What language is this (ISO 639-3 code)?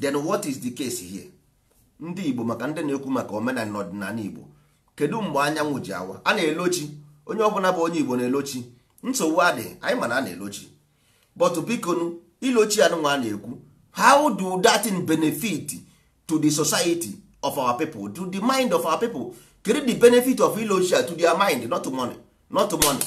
ibo